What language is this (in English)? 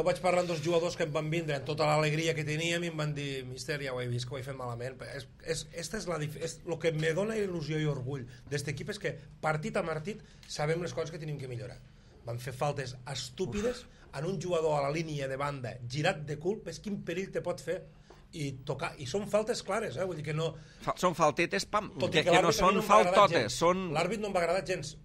Catalan